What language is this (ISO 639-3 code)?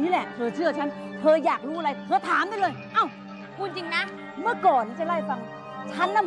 tha